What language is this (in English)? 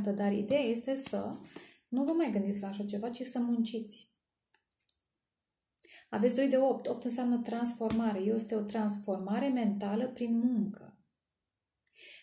Romanian